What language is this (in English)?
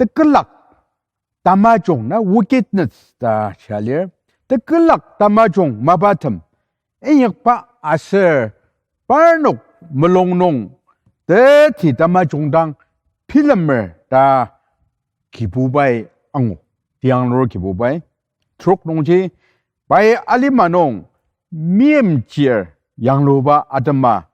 Ao Naga